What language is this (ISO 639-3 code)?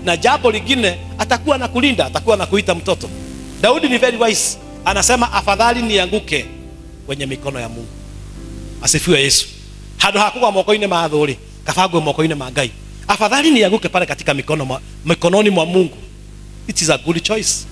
swa